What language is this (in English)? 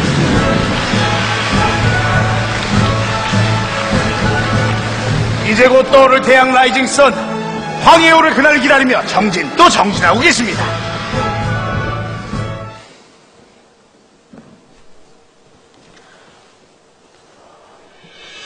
Korean